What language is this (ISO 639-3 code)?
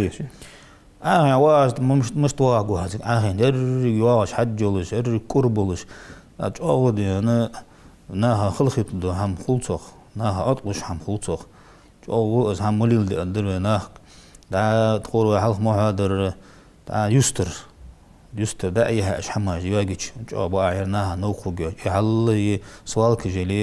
inh